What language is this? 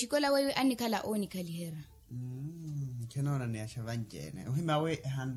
Makhuwa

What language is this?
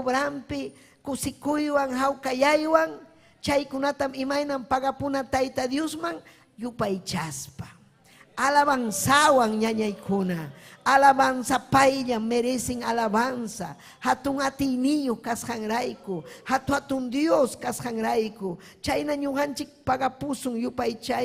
Ayacucho Quechua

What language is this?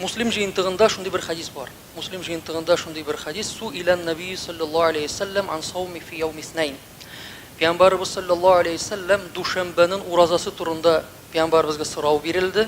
Tatar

